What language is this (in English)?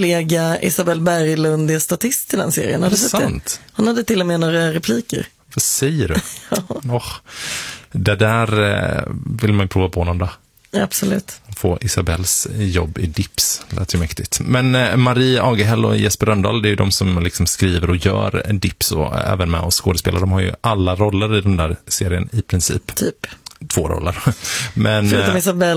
Swedish